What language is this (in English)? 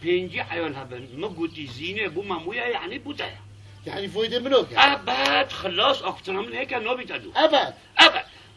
Kurdish